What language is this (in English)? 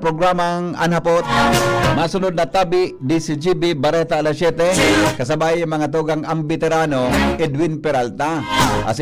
Bikol